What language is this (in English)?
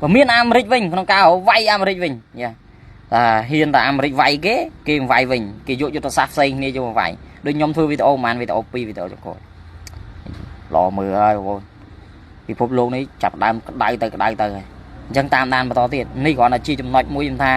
Khmer